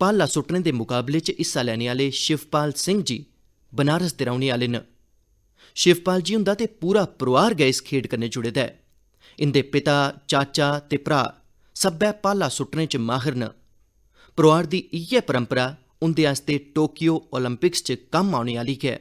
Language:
Dogri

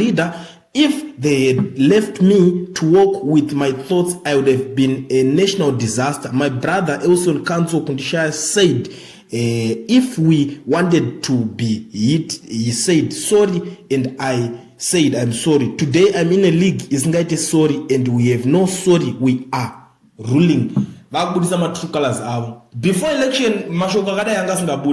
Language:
Shona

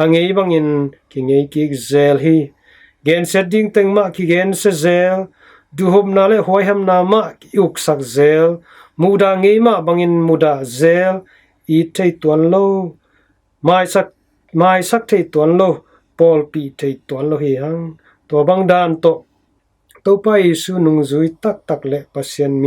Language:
Tedim Chin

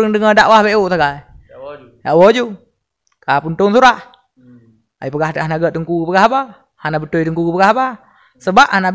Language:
Achinese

